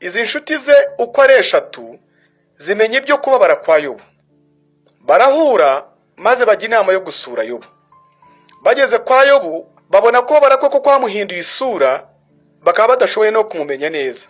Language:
Kinyarwanda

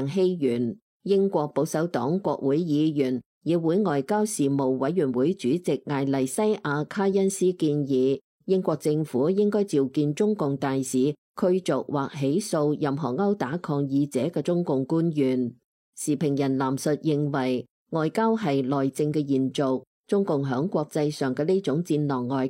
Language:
Cantonese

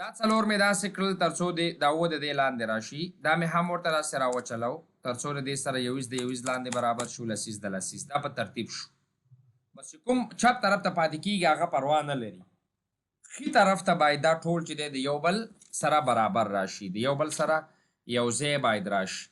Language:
Pashto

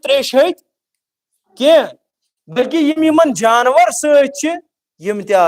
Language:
Kashmiri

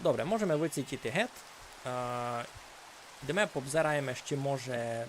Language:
Rusyn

